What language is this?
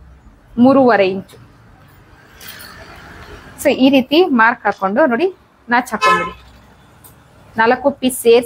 Kannada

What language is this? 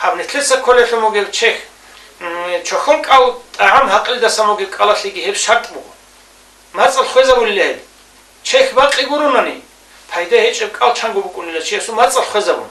Avaric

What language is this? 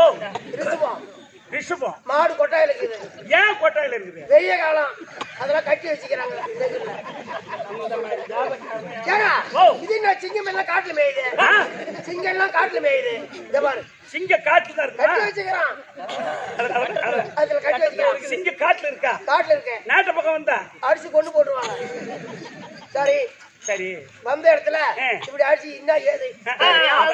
Tamil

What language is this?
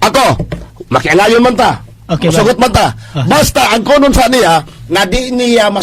Cebuano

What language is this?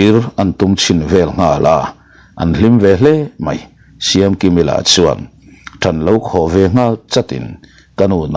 Mizo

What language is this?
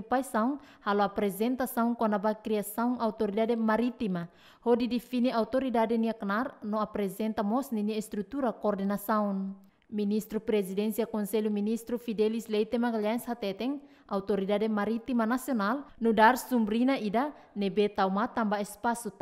Tetum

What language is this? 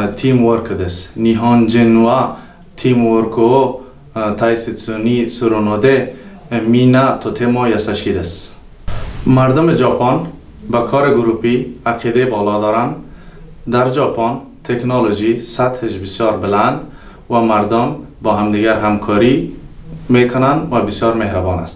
Persian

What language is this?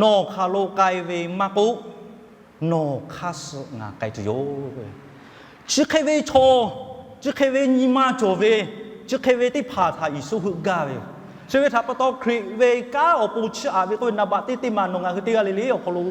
Lahu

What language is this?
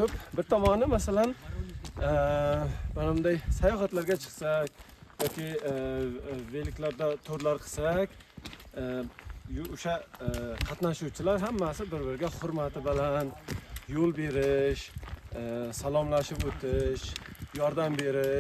Uzbek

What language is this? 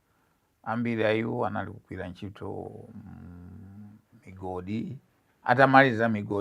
Nyanja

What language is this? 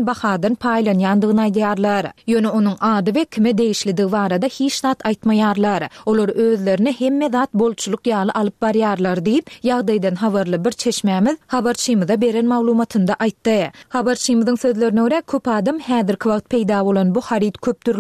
Turkmen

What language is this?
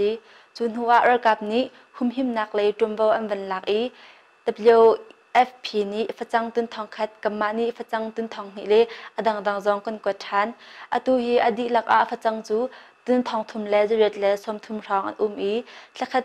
Hakha Chin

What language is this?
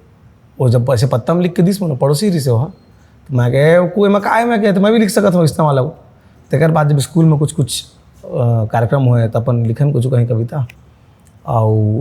Chhattisgarhi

